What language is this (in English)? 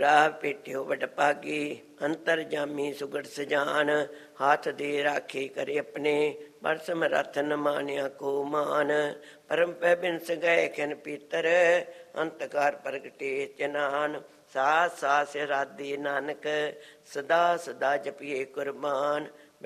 Punjabi